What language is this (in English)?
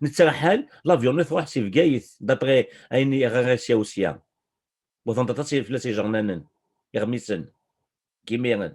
Kabyle